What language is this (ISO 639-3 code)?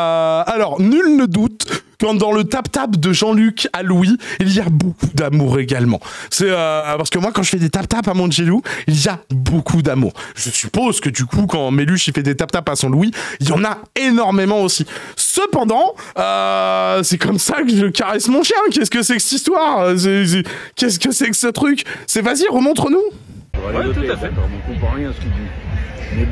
fra